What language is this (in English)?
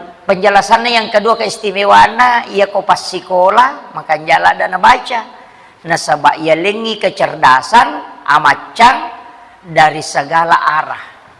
Buginese